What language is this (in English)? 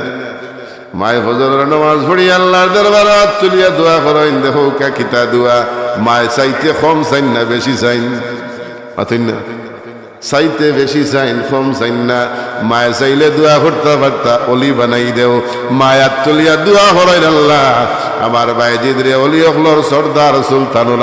Sylheti